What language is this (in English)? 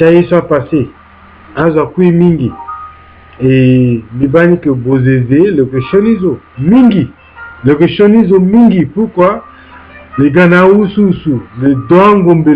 Sango